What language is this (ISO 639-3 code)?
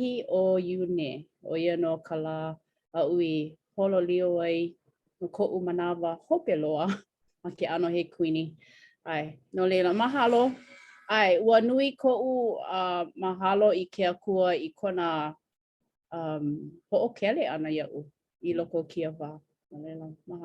haw